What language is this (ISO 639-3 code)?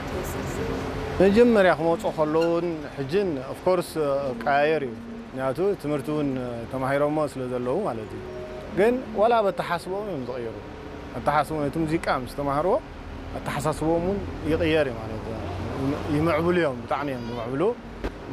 tir